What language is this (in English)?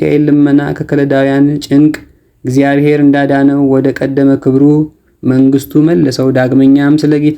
Amharic